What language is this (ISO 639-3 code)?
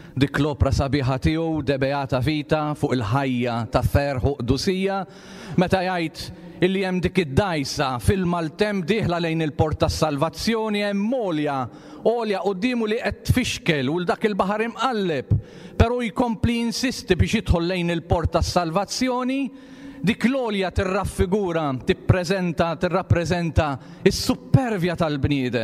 mlt